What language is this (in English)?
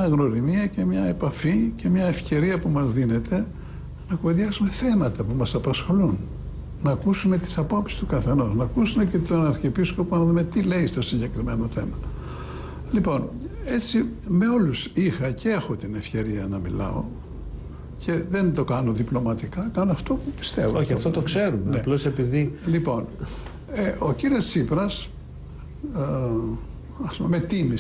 Greek